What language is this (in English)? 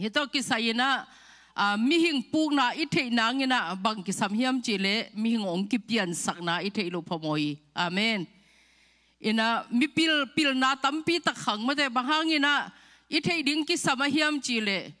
Tedim Chin